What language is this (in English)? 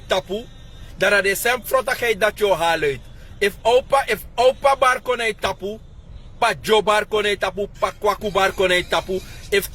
Sranan Tongo